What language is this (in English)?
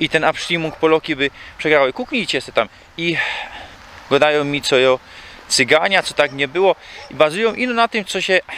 Silesian